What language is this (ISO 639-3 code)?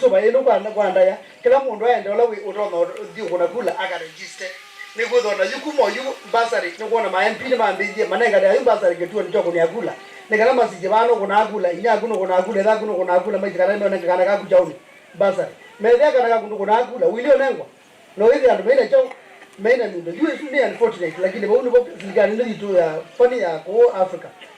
kam